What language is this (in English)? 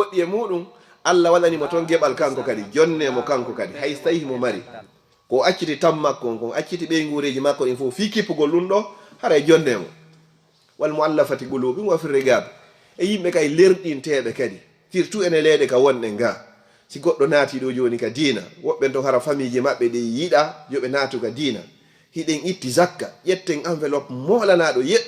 Fula